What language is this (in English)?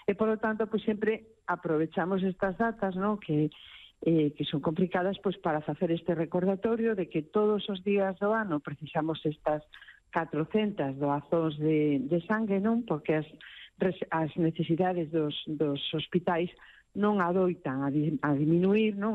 Galician